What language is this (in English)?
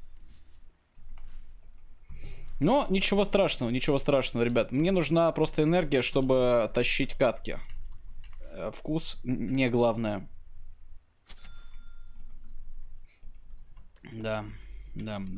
Russian